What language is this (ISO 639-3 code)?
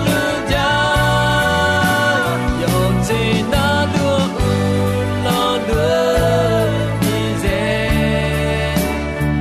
ahk